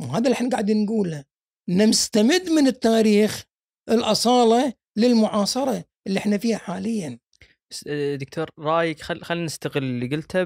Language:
Gulf Arabic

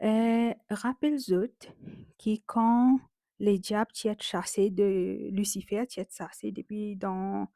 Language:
Morisyen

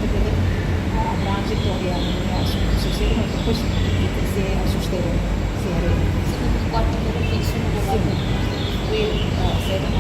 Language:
Tetum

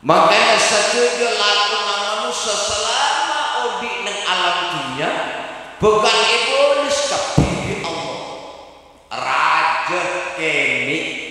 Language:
Madurese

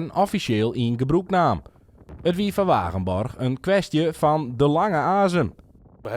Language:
Western Frisian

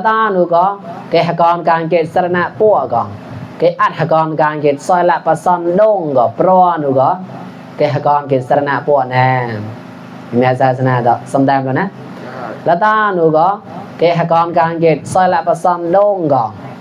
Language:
Mon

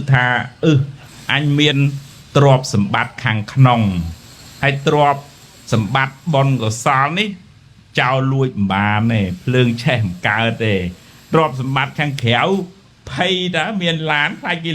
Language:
Khmer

